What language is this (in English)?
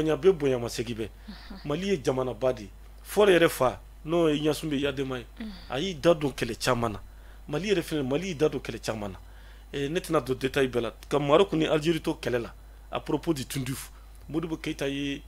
Bambara